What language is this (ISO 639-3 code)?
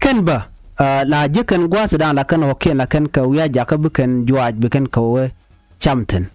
nus